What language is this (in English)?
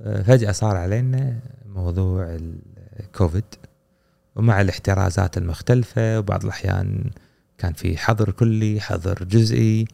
Gulf Arabic